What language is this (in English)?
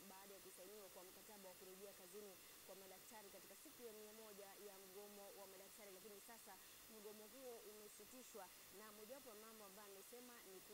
Swahili